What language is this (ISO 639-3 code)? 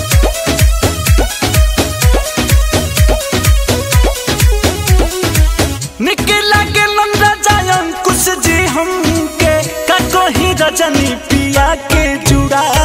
bho